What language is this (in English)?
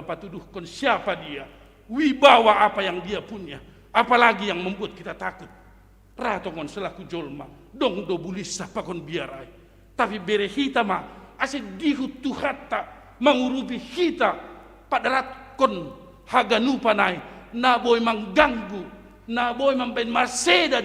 Batak Simalungun